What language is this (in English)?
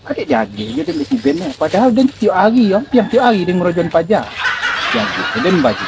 Minangkabau